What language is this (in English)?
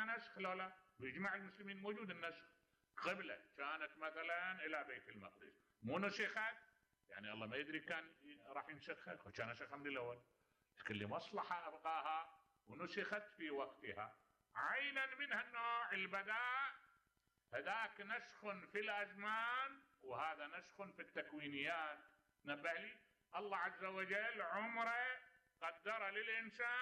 Mesopotamian Arabic